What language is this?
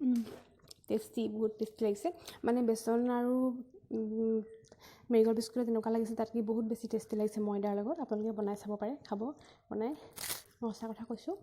Assamese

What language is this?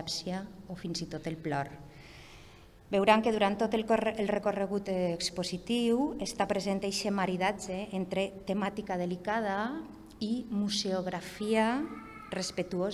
Catalan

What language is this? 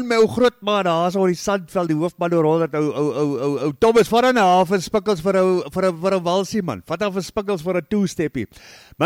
Afrikaans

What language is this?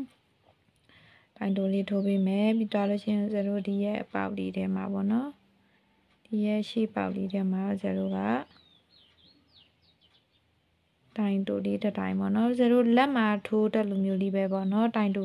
Burmese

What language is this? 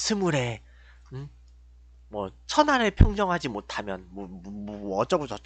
Korean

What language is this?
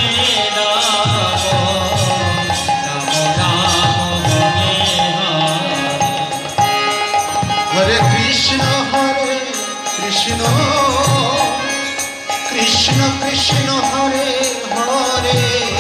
Bangla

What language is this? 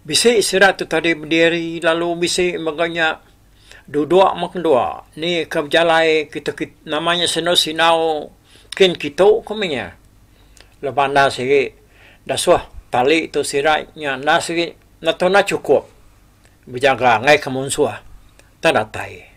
Iban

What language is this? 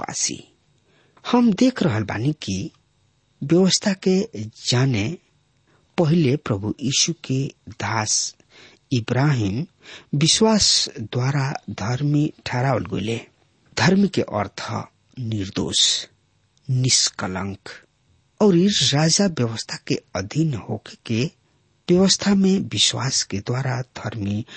Bhojpuri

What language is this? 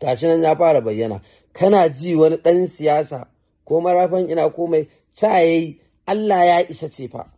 Hausa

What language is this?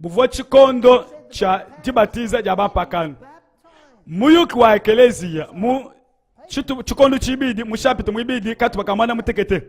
Luba-Lulua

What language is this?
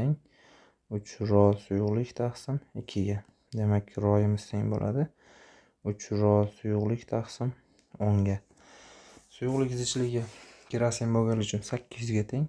Uzbek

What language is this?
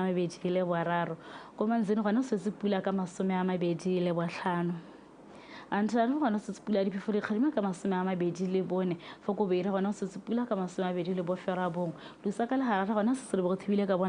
Tswana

